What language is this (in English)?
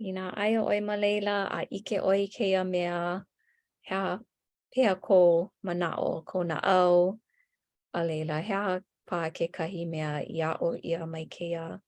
Hawaiian